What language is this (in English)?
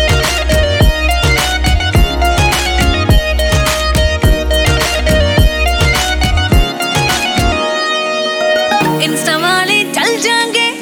Hindi